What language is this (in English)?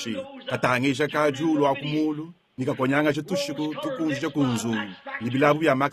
Luba-Lulua